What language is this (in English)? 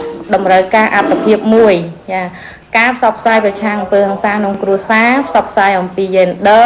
Khmer